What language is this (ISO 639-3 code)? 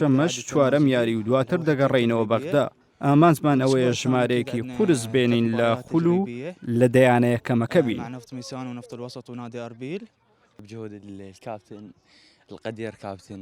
ckb